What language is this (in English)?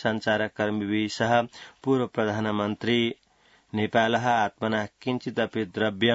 Sanskrit